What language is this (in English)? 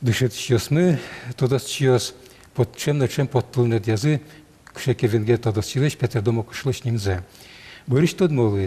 Udmurt